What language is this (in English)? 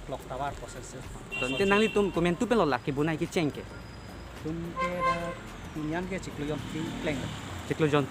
Karbi